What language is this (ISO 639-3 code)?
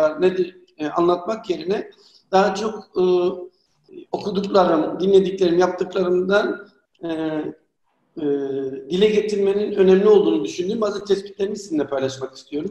tur